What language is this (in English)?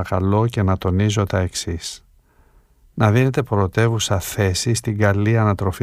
Greek